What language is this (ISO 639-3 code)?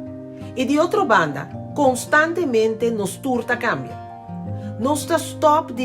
pap